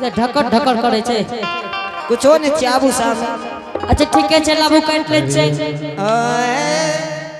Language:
Angika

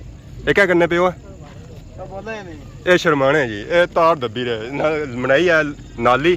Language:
Pahari-Potwari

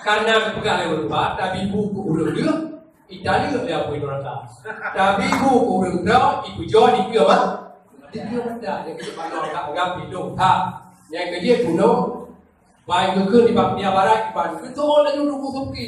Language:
Achinese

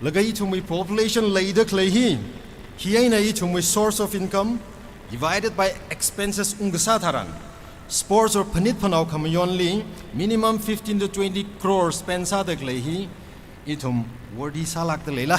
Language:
Tangkhul Naga (India)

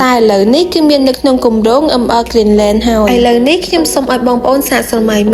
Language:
Khmer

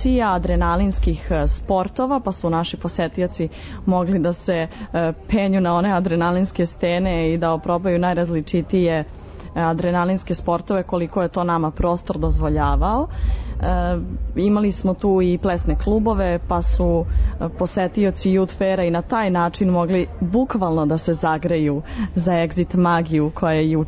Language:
Serbian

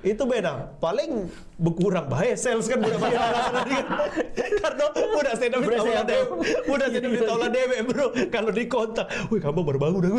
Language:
Musi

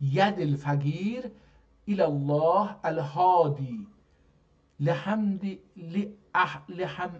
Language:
South Azerbaijani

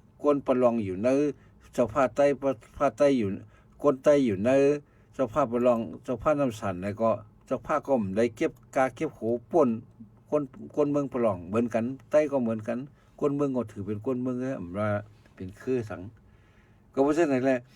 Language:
Shan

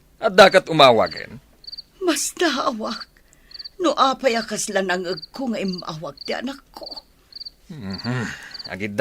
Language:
Iloko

